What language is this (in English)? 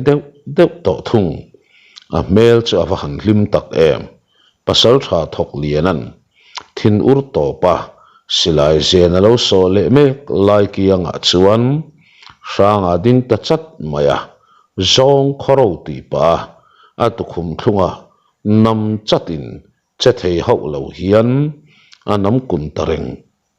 Mizo